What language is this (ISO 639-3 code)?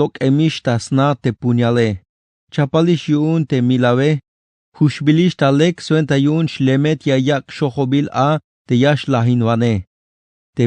tzh